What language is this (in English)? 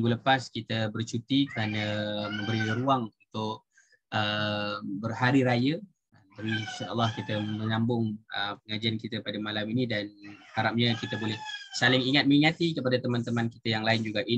Malay